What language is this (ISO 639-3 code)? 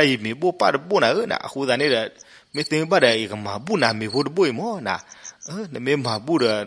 ksw